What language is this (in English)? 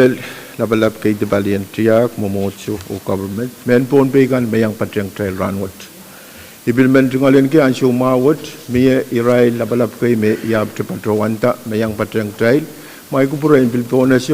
Pohnpeian